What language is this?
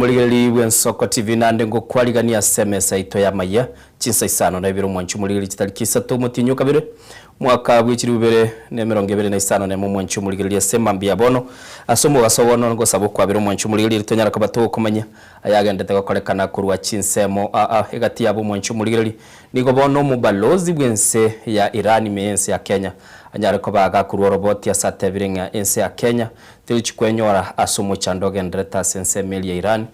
Gusii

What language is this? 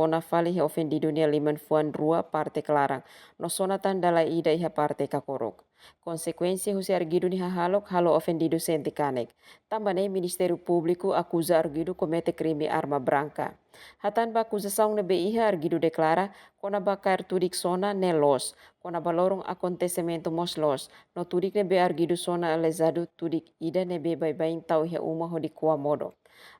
Tetum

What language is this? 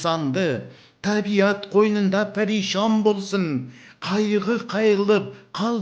Kara-Kalpak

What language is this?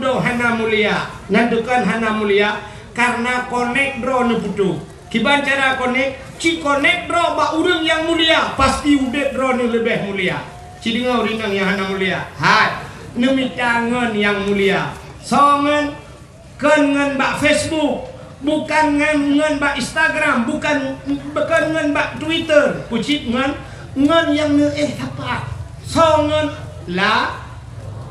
Achinese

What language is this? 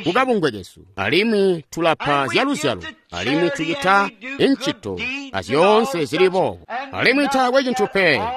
Tonga (Zambia)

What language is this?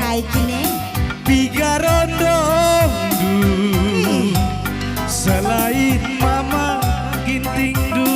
Batak Karo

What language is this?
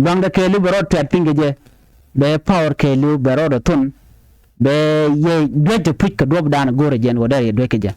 Nuer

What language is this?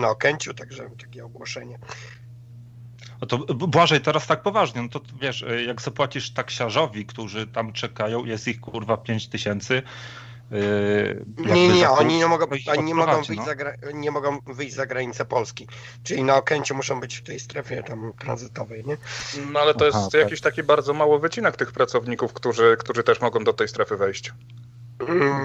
Polish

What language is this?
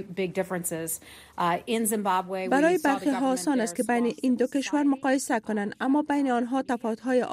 Persian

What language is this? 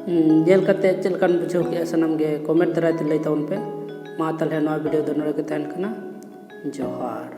Santali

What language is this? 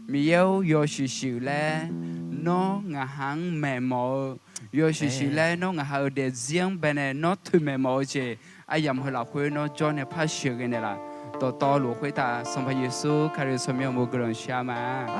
Akha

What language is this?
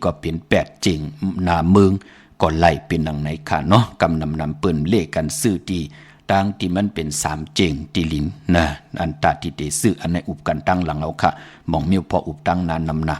Shan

